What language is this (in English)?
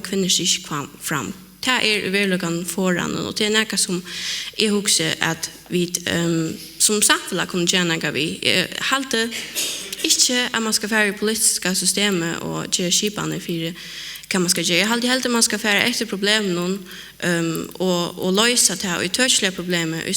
Faroese